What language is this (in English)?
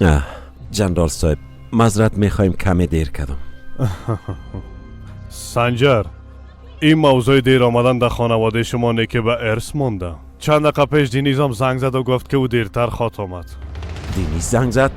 Persian